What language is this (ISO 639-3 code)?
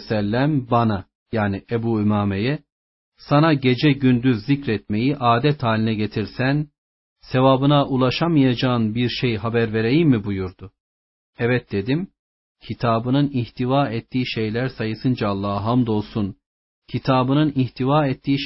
tur